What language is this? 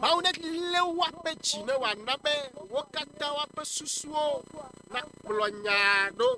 Ewe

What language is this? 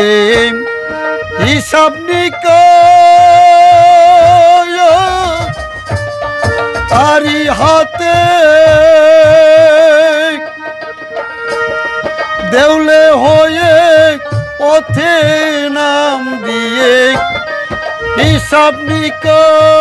Bangla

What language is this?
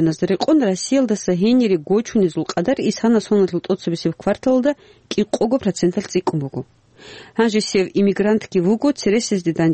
Avaric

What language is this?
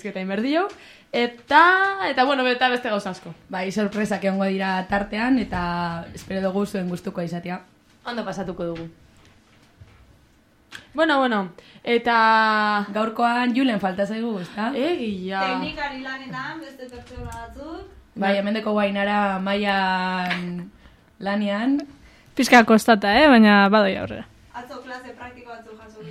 Basque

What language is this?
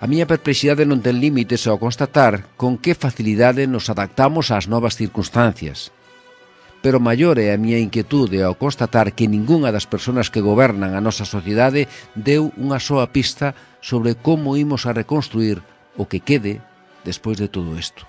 Galician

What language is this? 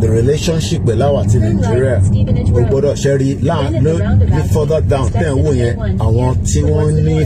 Yoruba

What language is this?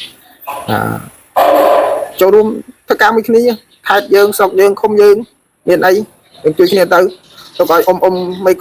Khmer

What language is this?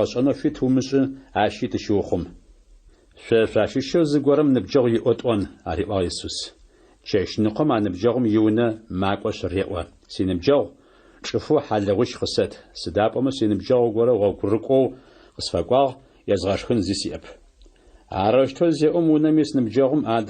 Adyghe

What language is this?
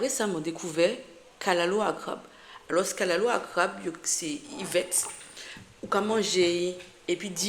Guadeloupean Creole French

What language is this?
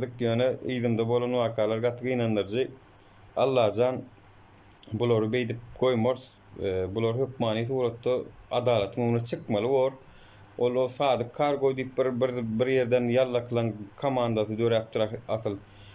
Turkmen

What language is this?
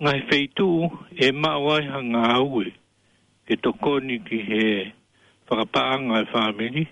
Tongan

